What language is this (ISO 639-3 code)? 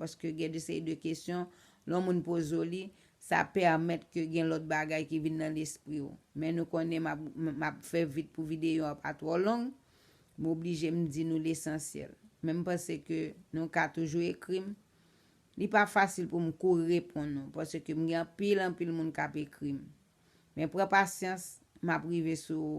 hat